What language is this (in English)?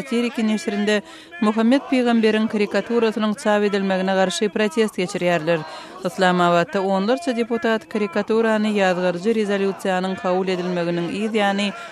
Turkmen